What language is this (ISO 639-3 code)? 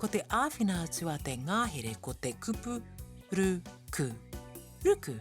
mri